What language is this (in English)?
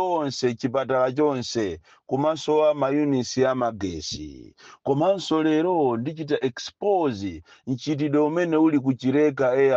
Nyanja